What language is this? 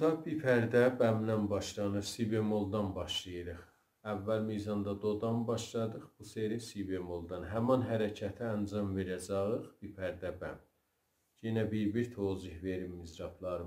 South Azerbaijani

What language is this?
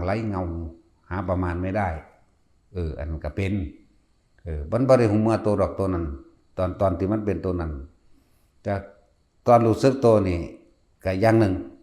Lao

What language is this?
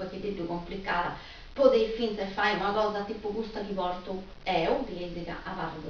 Sardinian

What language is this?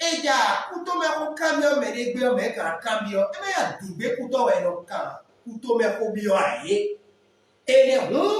Fon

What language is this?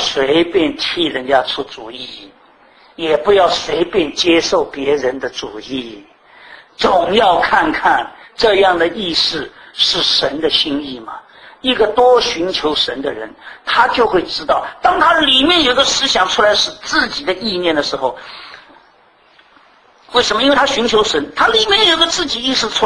Chinese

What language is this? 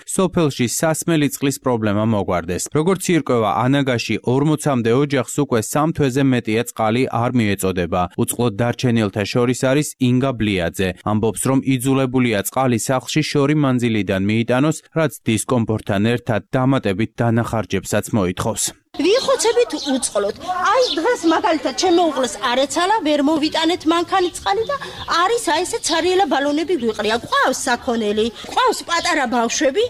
Georgian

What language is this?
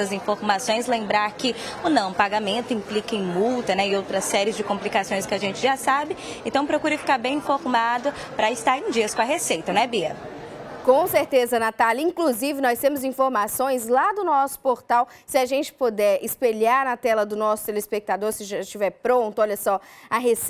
Portuguese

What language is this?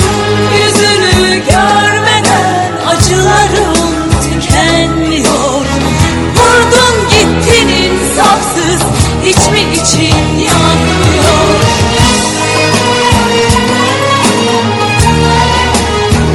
Turkish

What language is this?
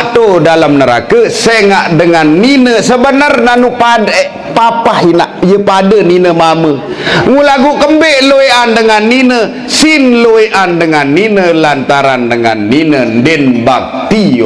Sasak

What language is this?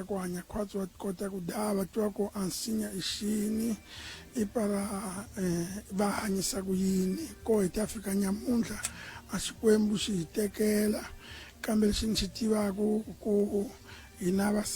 Tsonga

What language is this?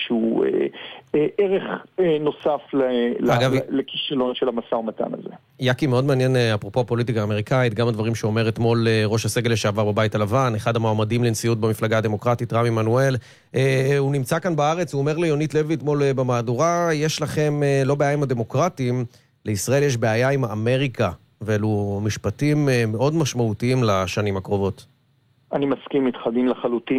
Hebrew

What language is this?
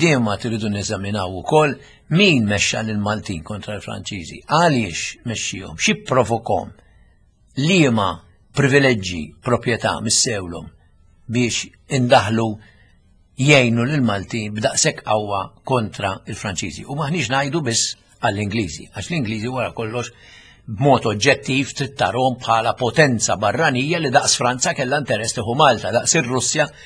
Maltese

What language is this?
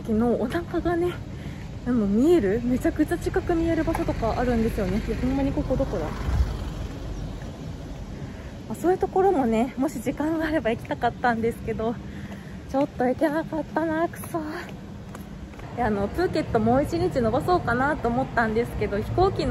Japanese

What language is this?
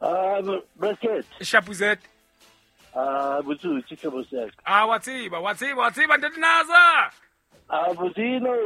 Southern Sotho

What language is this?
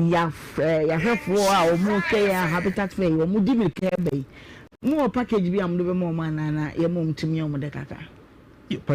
Akan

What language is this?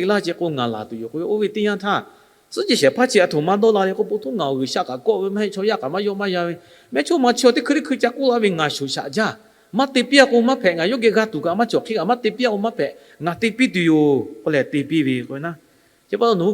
Lahu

